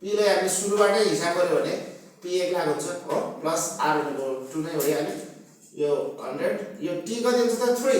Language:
Nepali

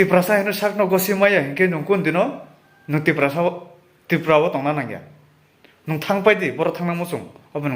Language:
Kok Borok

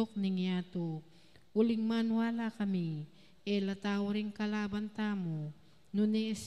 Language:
Pampanga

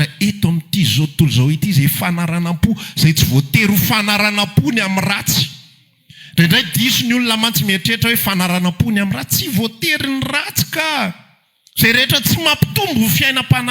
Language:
Malagasy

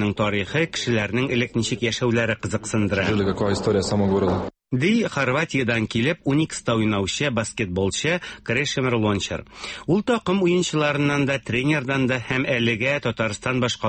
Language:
Tatar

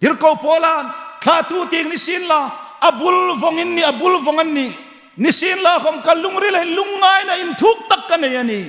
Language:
Hmar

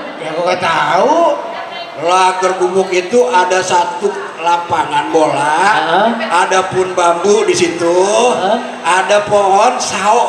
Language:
Betawi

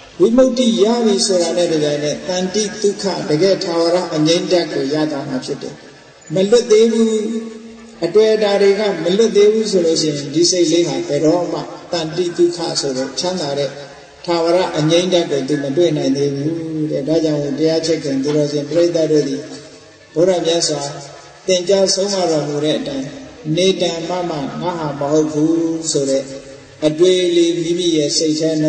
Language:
Burmese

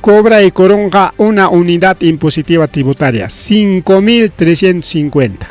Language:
Ayacucho Quechua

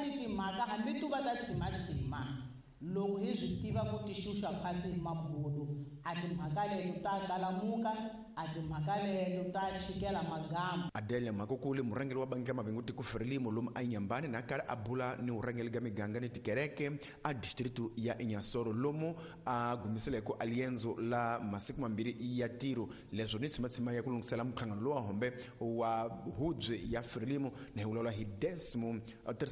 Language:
Tsonga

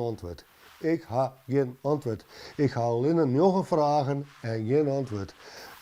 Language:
Western Frisian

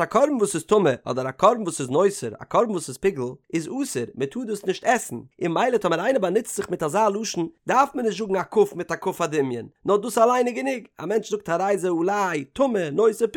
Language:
Yiddish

